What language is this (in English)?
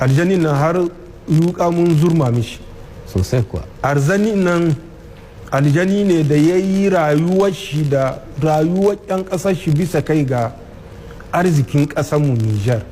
Hausa